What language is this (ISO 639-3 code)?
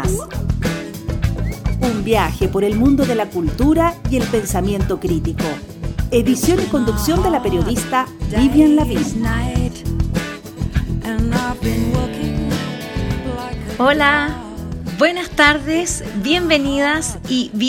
spa